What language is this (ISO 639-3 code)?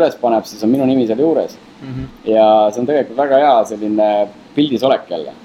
est